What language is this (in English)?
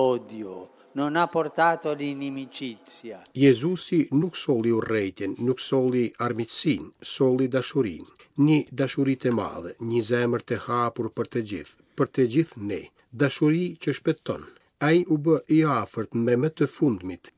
Albanian